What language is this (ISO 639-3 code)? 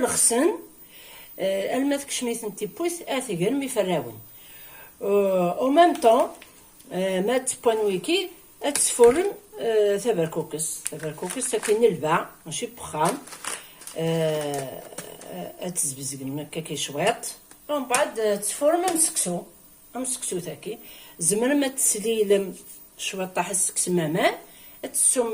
kab